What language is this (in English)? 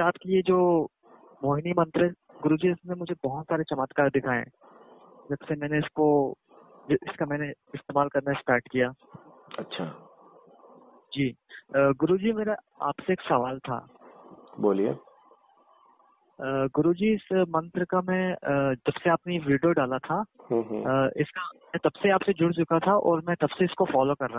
Hindi